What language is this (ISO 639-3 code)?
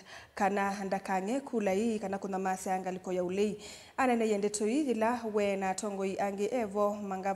kam